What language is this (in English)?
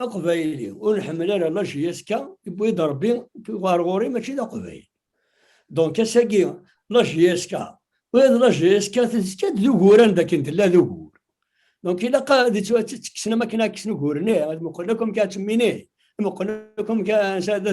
Kabyle